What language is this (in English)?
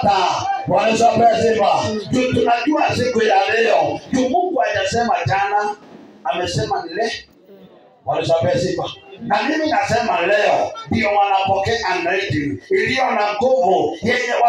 Swahili